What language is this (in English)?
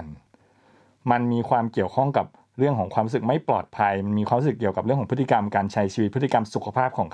Thai